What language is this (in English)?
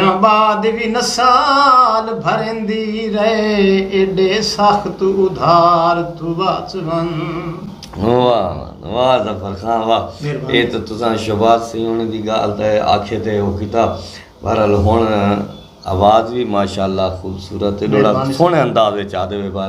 Saraiki